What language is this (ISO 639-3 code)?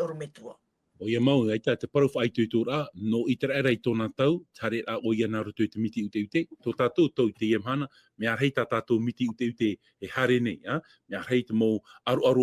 tah